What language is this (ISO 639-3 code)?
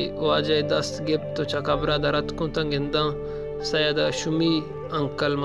bal